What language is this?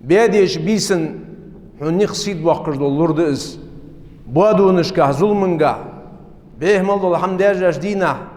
Ingush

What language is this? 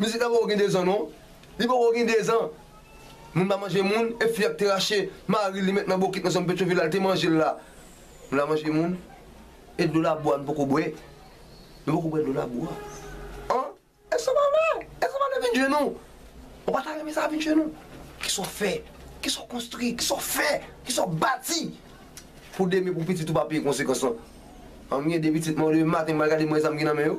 Haitian Creole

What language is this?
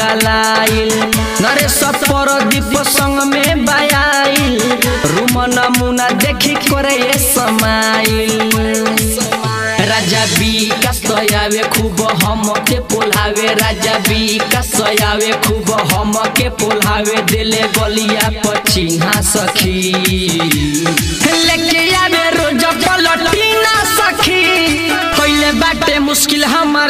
Bhojpuri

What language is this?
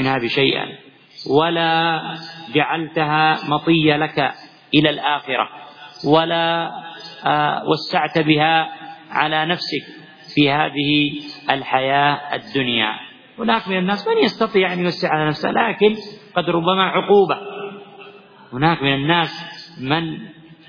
Arabic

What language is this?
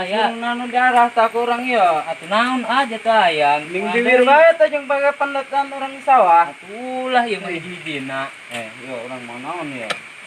Sundanese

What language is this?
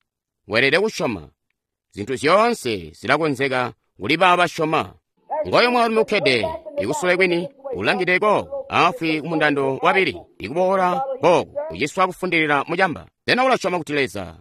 Tonga (Zambia)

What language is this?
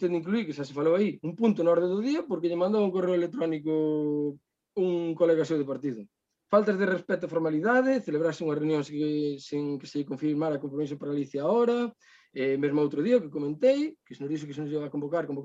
Galician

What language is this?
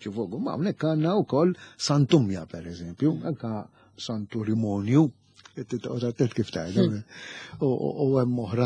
Maltese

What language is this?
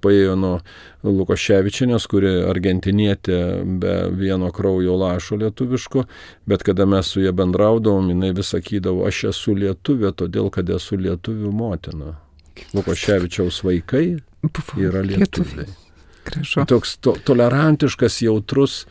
Lithuanian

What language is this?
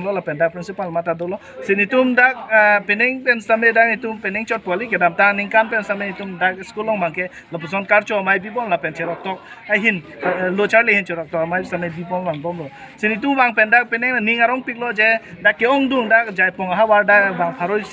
Karbi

